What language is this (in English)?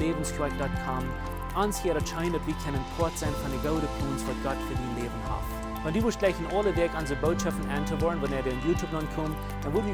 Plautdietsch